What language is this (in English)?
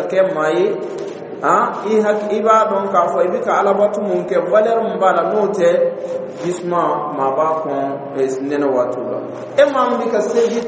Dyula